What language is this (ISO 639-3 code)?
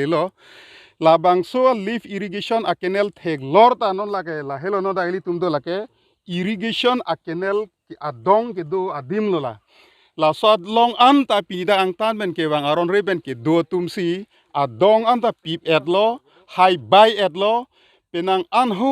mjw